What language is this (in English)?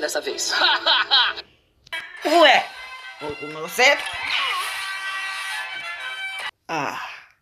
Portuguese